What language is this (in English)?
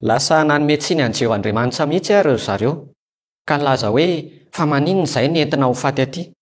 Malagasy